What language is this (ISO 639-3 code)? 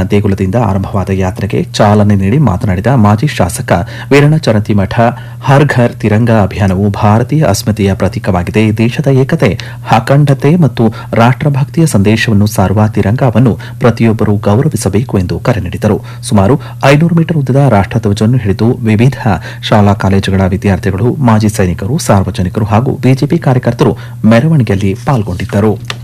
kan